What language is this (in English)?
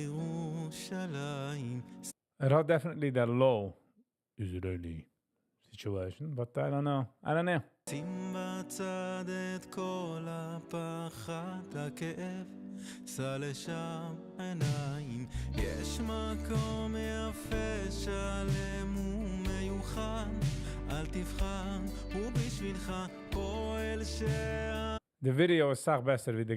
Yiddish